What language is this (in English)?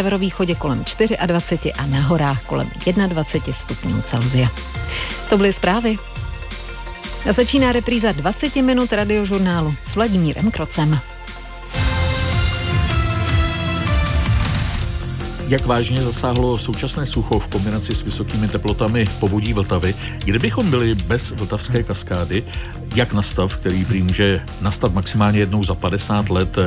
Czech